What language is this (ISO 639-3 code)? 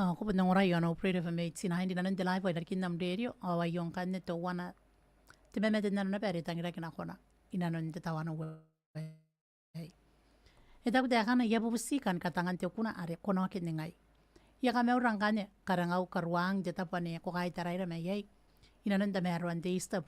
gil